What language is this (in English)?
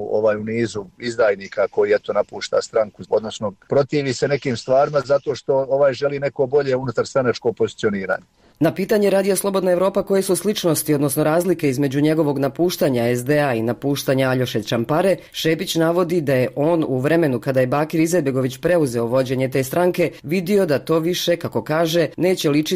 Bosnian